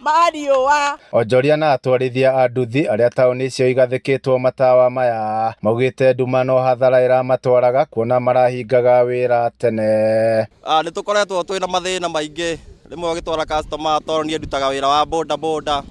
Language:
Kikuyu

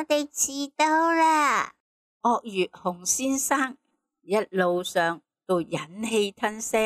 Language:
Cantonese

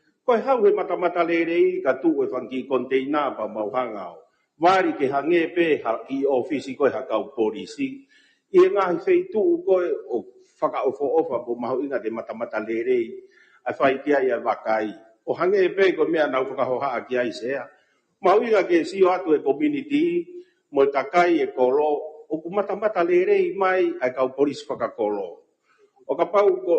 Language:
Tongan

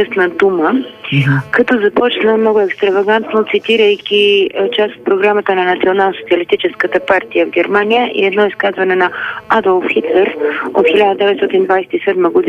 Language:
Bulgarian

